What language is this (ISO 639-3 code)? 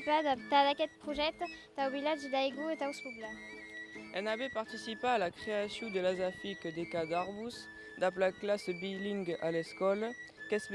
oci